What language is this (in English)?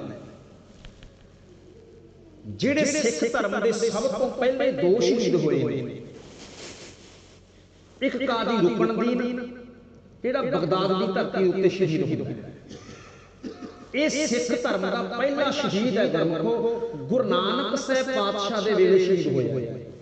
Punjabi